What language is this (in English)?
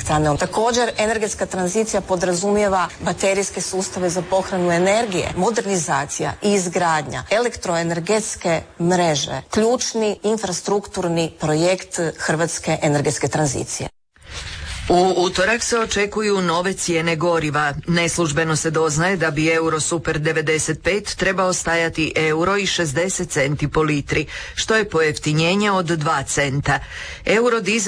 Croatian